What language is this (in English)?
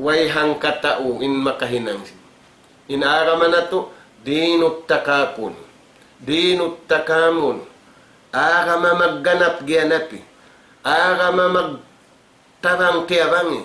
Tausug